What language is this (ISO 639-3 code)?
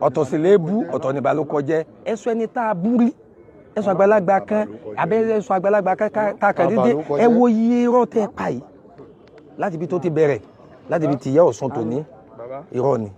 yor